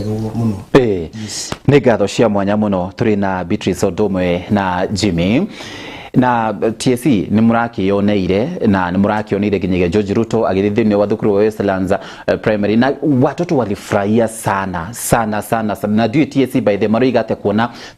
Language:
Kikuyu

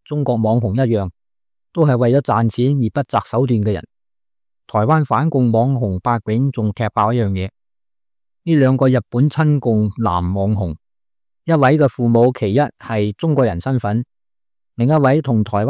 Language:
Cantonese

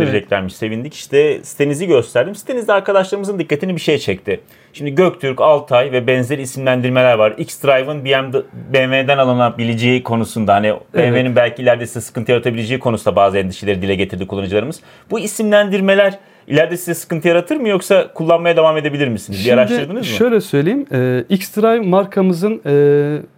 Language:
Turkish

